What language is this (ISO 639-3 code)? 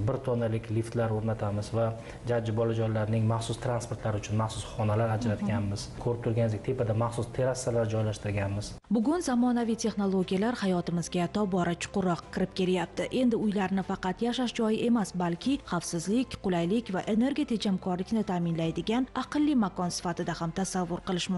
uzb